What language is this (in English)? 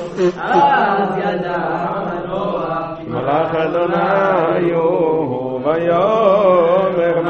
Hebrew